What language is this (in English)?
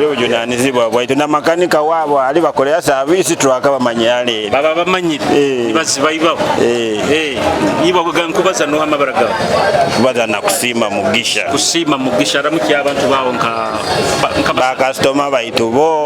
Nyoro